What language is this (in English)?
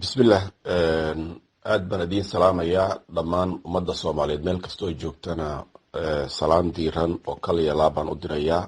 Somali